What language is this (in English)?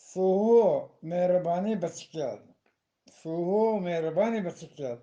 Eastern Balochi